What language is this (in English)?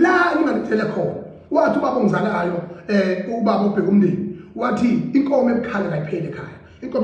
Zulu